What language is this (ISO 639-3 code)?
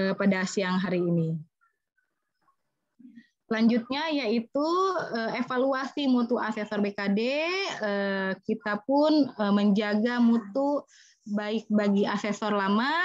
ind